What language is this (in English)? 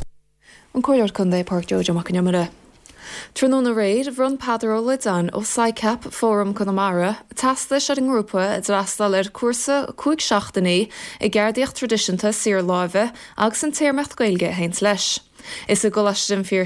Irish